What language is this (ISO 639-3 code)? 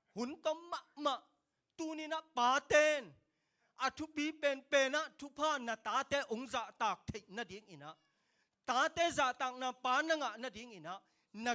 ctd